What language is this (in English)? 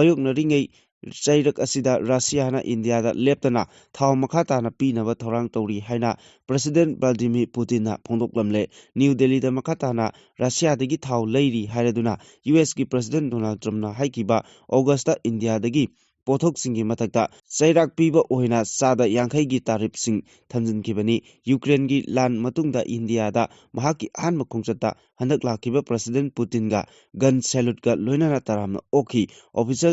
Manipuri